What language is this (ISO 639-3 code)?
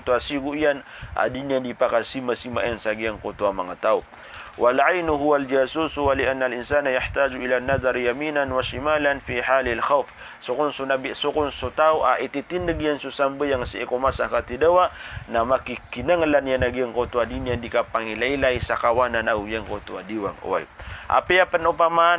mrw